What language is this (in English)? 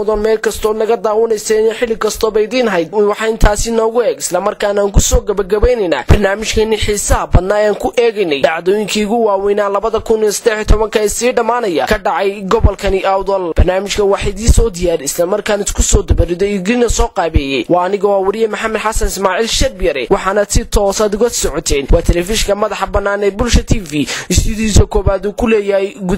Somali